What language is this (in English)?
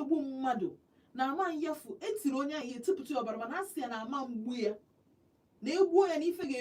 Igbo